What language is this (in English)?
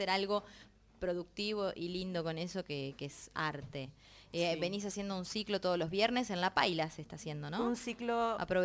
Spanish